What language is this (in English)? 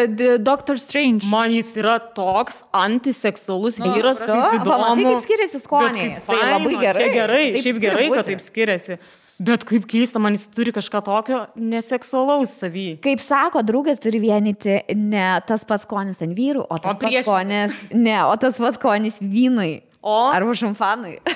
Lithuanian